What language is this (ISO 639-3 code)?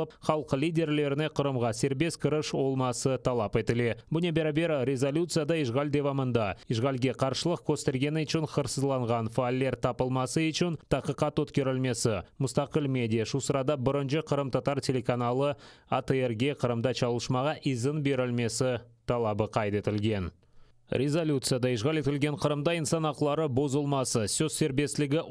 crh